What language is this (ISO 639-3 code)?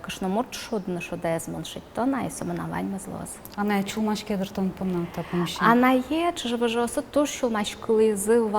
udm